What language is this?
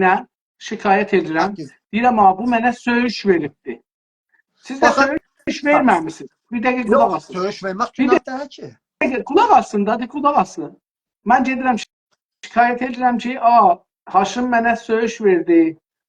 South Azerbaijani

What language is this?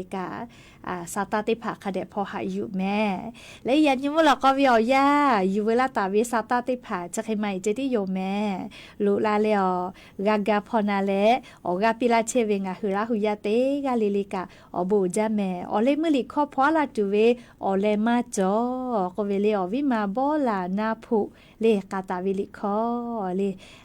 Lahu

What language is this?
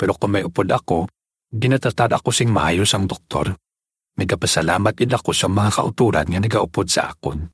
Hiligaynon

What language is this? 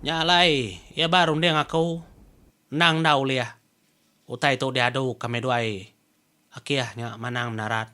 Iban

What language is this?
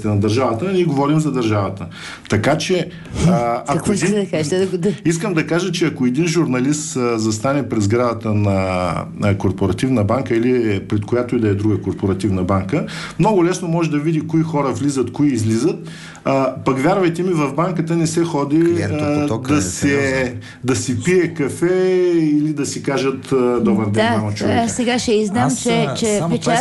Bulgarian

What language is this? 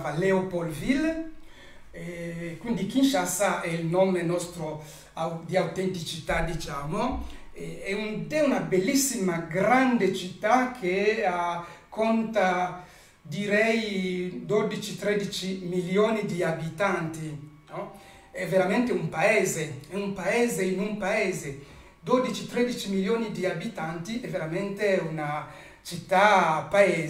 Italian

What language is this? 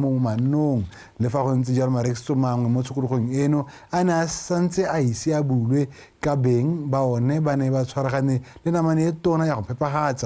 Tswana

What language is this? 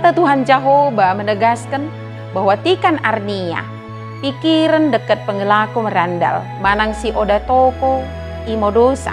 Batak Dairi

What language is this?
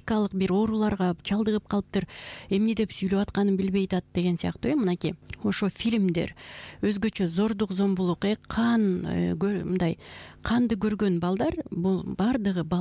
Kyrgyz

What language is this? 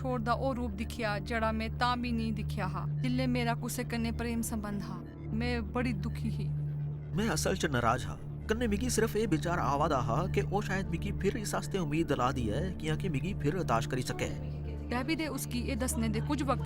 Dogri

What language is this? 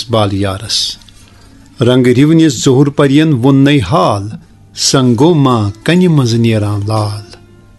Kashmiri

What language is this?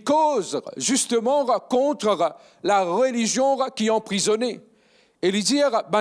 Morisyen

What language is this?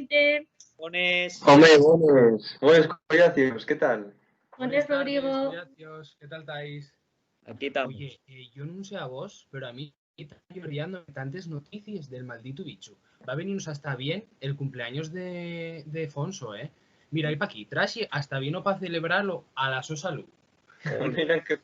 Asturian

